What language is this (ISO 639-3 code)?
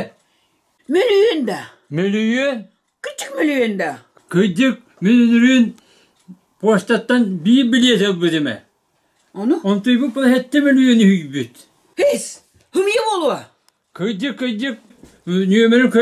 sah